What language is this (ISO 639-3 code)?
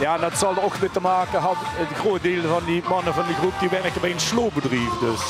lim